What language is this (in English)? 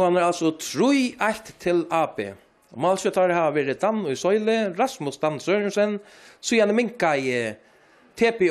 Faroese